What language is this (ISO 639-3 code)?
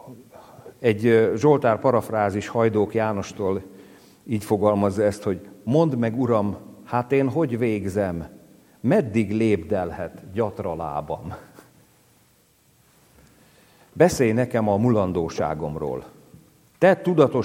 hun